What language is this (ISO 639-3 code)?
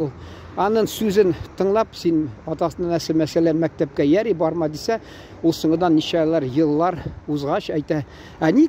tat